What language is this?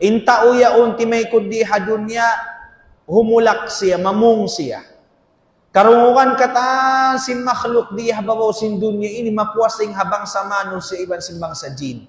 Tausug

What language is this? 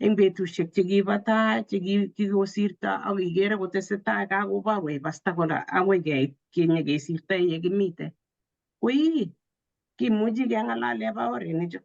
Kalenjin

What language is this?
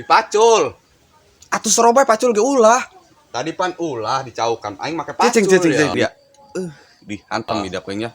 Sundanese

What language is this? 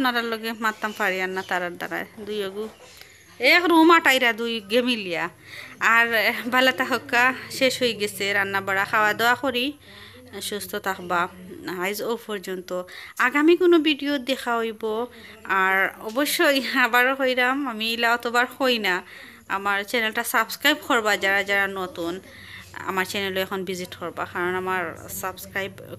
Sylheti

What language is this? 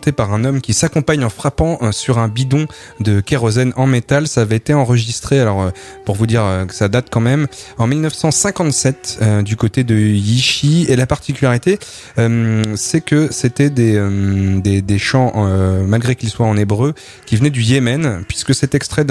French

